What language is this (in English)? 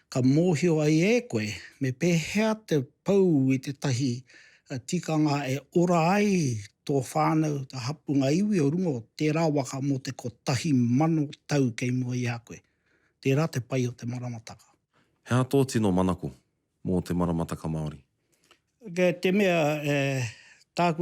Māori